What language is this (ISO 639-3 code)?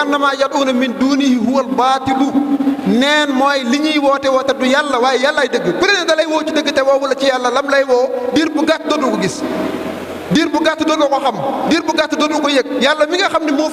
wol